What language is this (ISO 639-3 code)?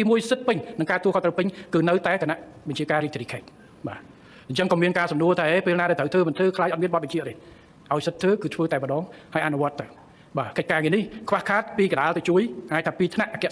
khm